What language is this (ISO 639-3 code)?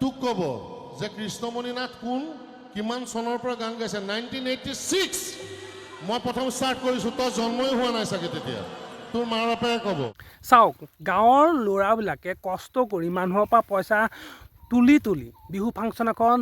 asm